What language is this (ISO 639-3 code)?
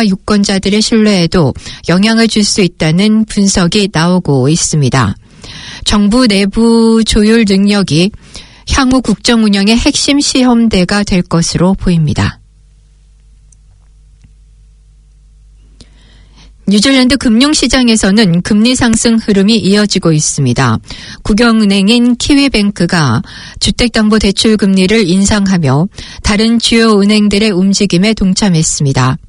kor